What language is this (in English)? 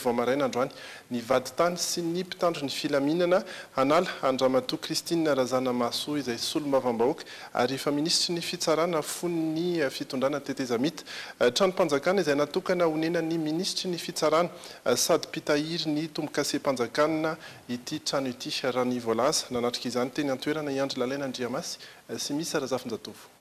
Malagasy